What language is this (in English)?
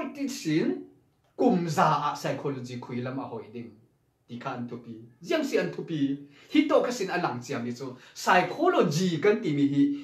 Falam Chin